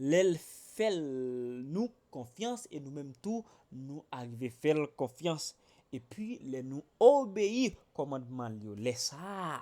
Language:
Haitian Creole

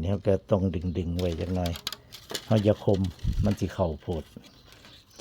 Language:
Northeastern Thai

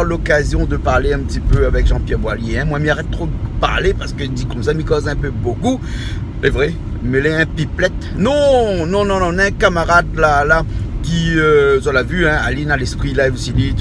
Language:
Réunion Creole French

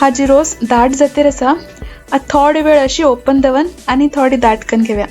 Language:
Konkani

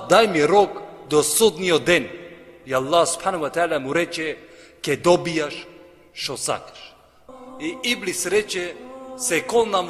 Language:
Macedonian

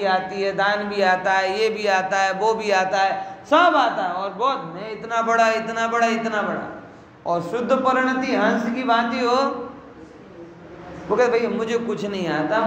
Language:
Hindi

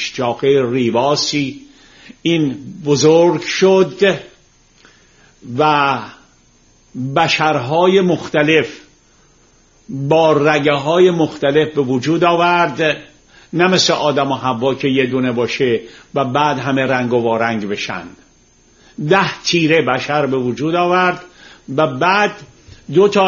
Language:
Persian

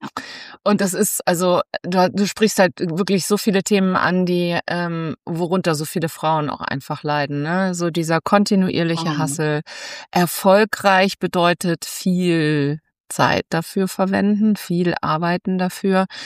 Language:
German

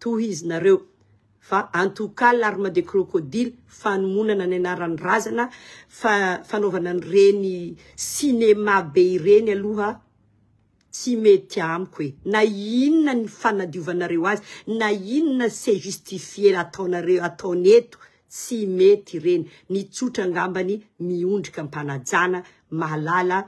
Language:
Malagasy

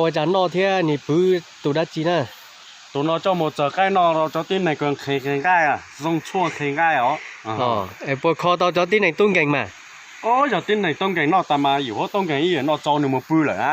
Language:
Hmong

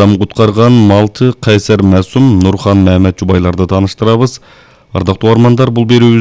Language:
Kyrgyz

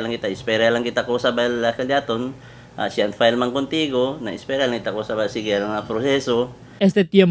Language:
Chavacano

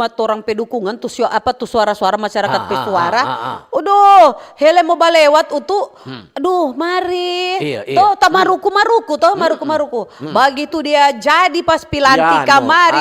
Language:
Manado Malay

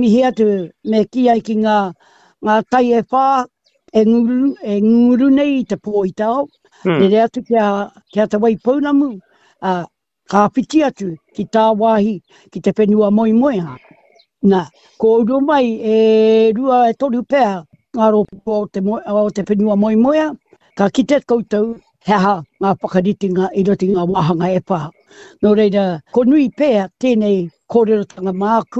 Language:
Māori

